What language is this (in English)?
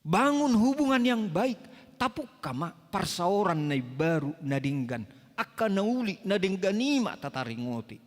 Batak Toba